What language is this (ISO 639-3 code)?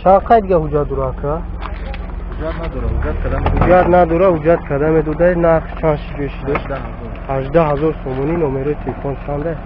tgk